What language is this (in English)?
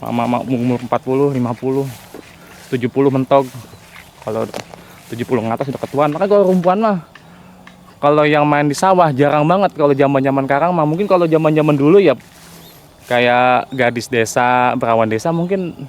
Betawi